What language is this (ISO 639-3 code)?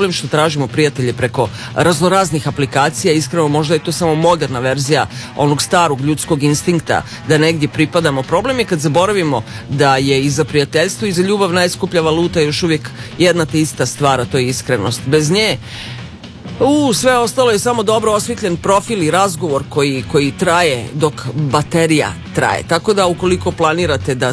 srp